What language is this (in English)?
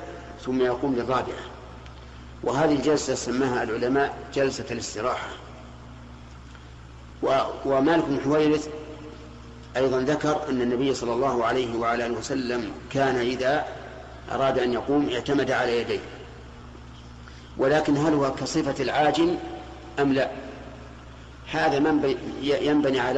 Arabic